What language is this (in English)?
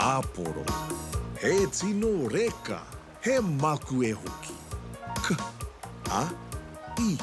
Māori